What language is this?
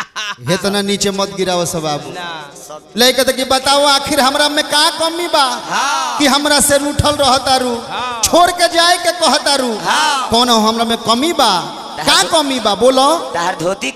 Bhojpuri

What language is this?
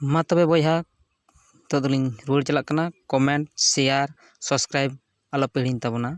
Santali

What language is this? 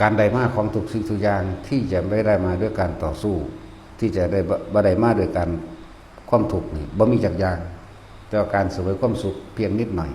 Northeastern Thai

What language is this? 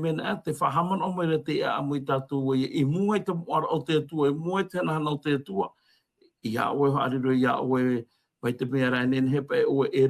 Tahitian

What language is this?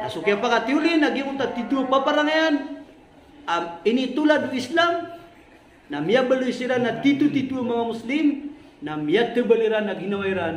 Maranao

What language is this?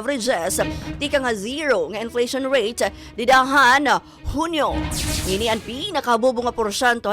Waray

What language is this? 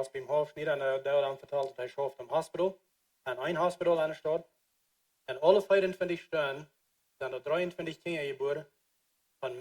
Plautdietsch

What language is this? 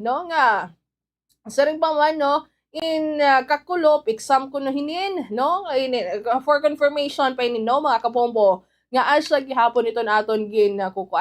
Waray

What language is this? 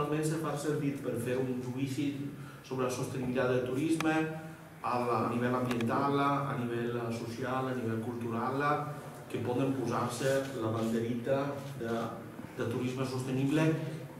Catalan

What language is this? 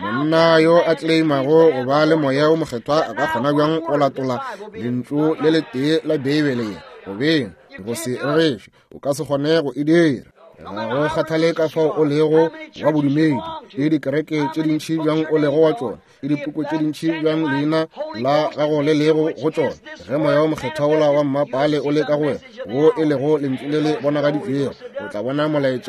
Northern Sotho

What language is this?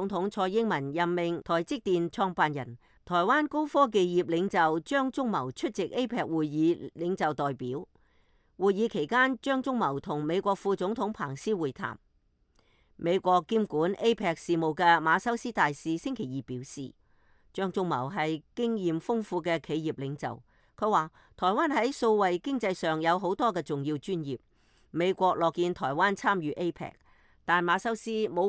Cantonese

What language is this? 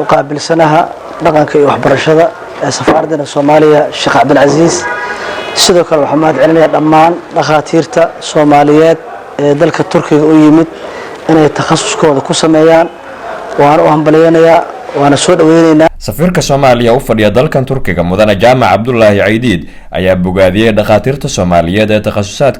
Somali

